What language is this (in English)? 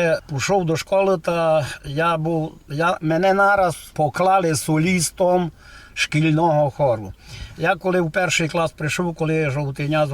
Rusyn